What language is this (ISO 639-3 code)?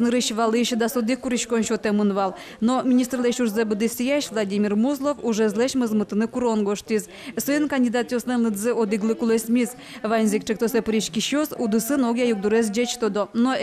udm